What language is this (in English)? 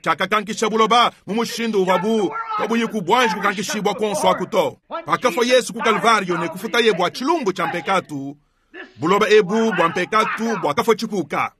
Luba-Lulua